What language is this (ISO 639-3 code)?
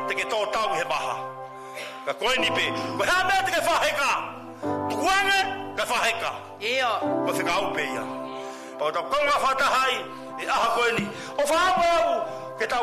ton